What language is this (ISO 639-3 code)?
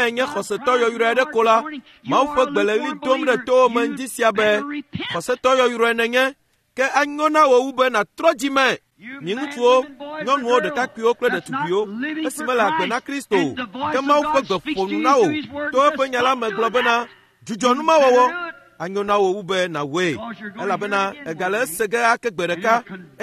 ewe